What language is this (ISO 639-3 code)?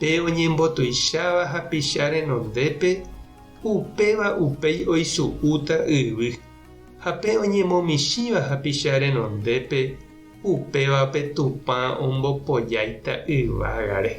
grn